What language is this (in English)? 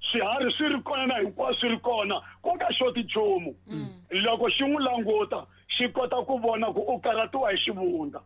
Tsonga